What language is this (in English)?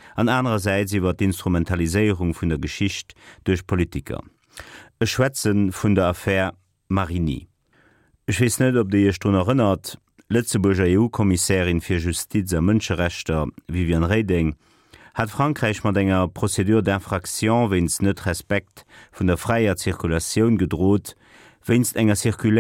Luxembourgish